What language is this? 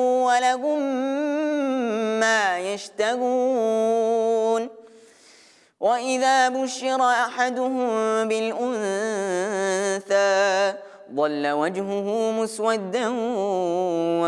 Arabic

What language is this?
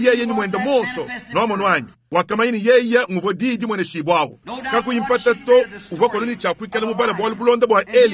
Luba-Lulua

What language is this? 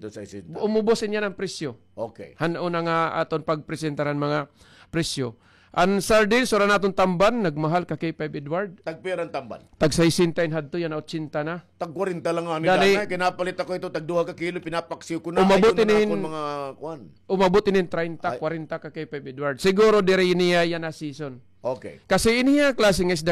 Waray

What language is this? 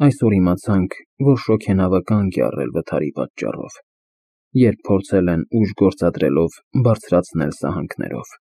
Armenian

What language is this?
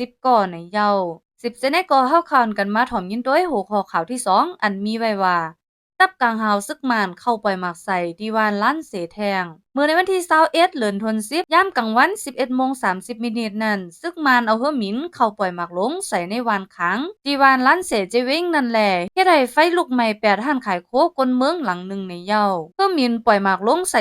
Shan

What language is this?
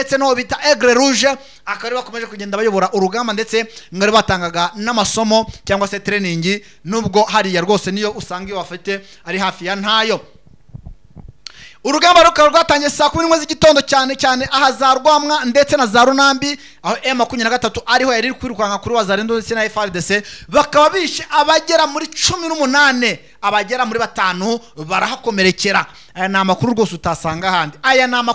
Kinyarwanda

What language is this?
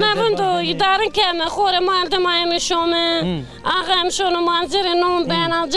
Zaza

